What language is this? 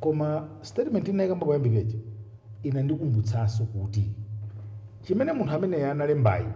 Nyanja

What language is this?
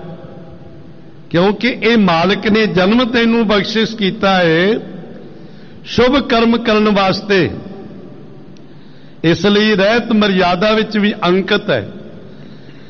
Punjabi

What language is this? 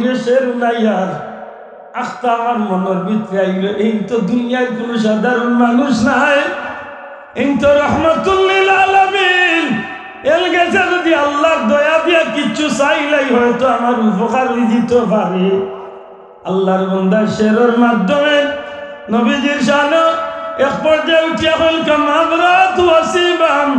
Sylheti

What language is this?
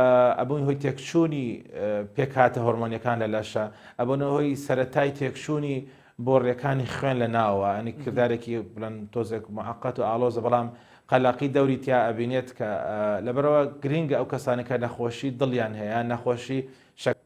Central Kurdish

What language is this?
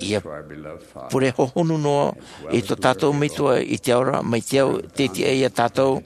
Tahitian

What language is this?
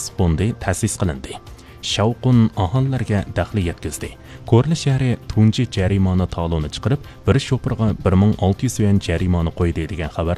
Uyghur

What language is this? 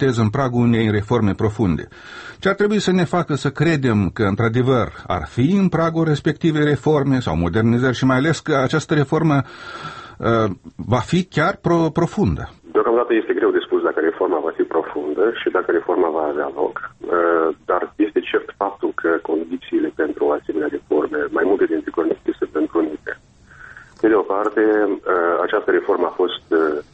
Romanian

